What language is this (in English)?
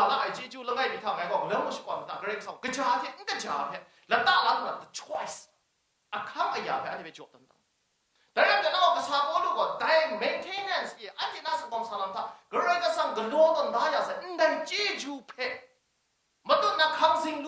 Kachin